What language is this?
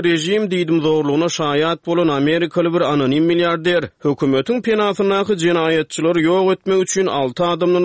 Turkmen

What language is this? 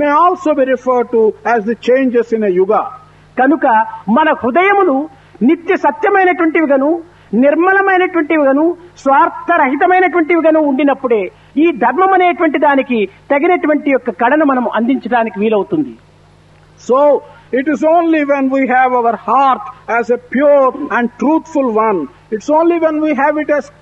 Telugu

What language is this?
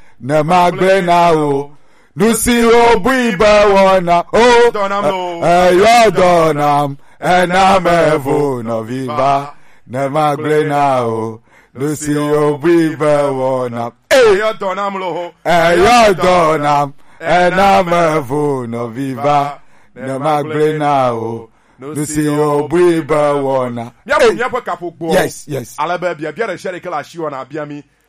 Gen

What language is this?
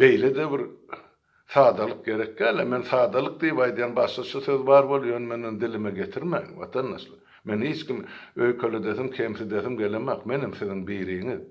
Turkmen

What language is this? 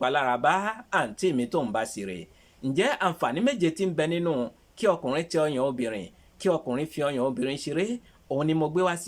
Yoruba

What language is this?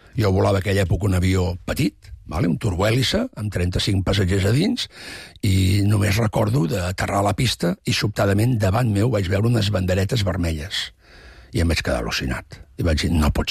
Catalan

